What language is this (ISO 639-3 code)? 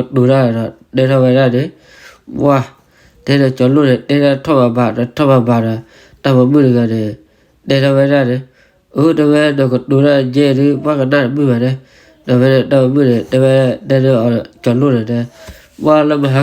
ksw